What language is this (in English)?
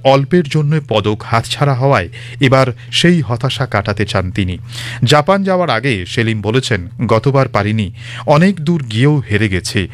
Bangla